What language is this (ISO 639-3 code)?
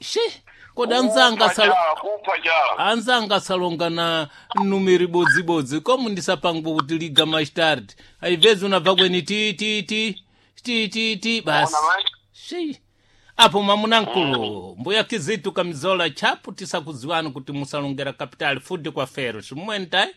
seh